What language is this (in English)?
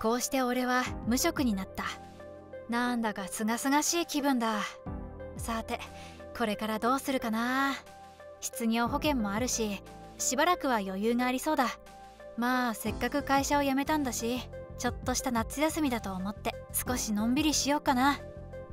Japanese